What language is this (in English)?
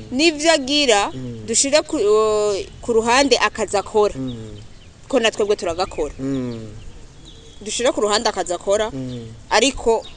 Rundi